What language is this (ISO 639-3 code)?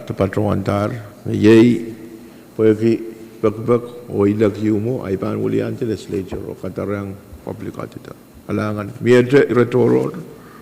pon